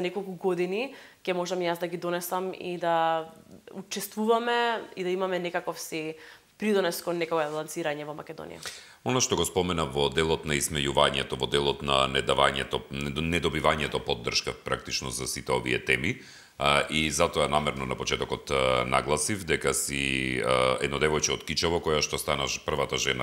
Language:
Macedonian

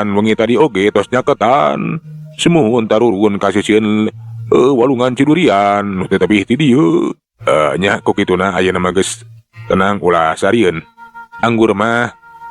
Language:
Sundanese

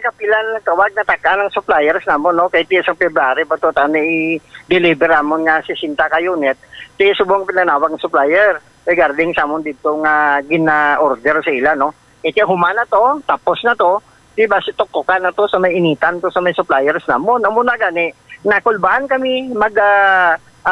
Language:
Hiligaynon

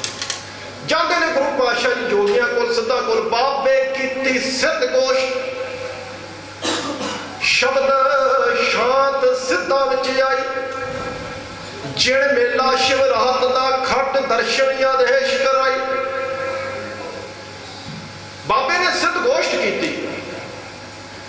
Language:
Punjabi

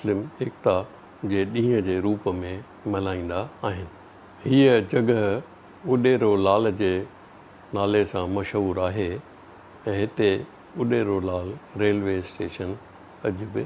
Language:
Sindhi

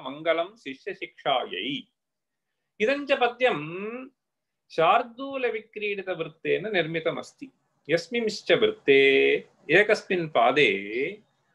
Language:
Sanskrit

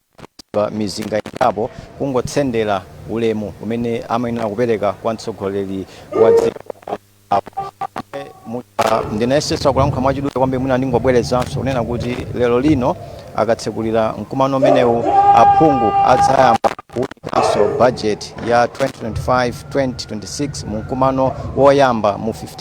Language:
Nyanja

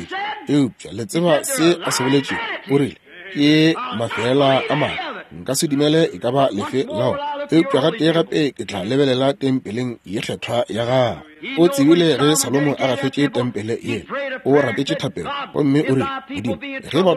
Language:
Northern Sotho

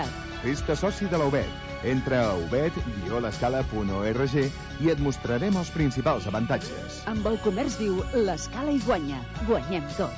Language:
Catalan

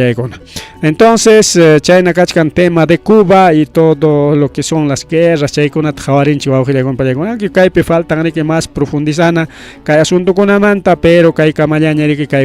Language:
Ayacucho Quechua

